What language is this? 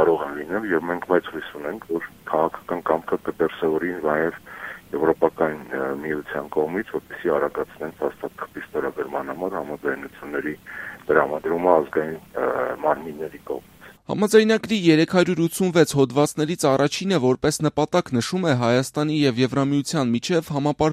Armenian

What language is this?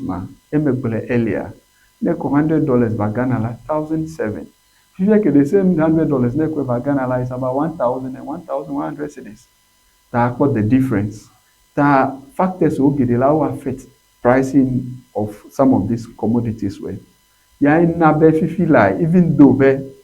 Ewe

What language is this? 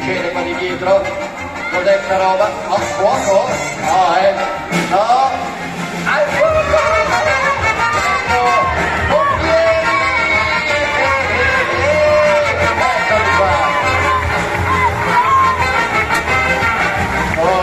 Italian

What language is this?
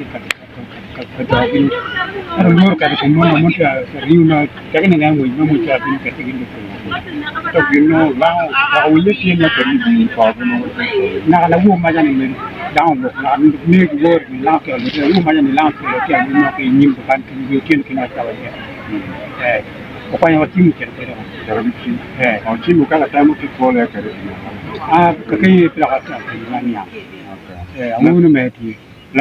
Acoli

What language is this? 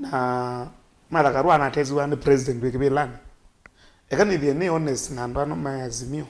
Kamba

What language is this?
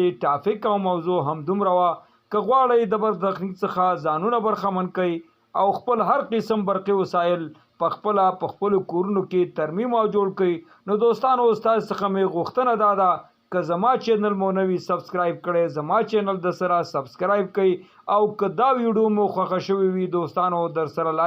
Pashto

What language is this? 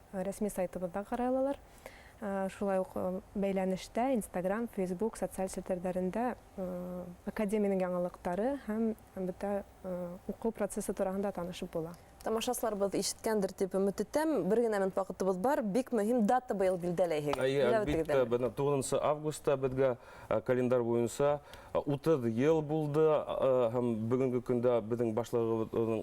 Bashkir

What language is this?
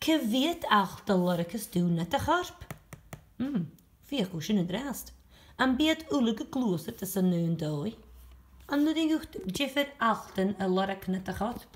Scottish Gaelic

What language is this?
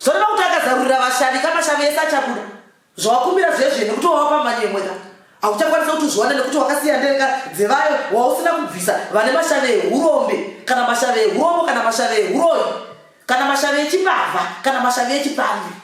Shona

